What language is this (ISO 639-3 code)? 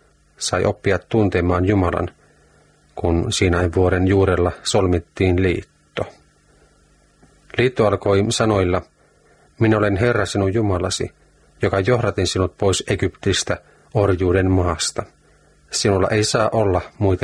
fin